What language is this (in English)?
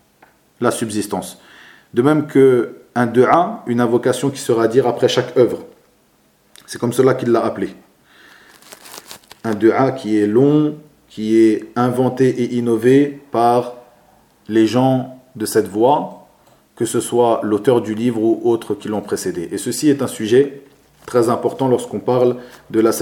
French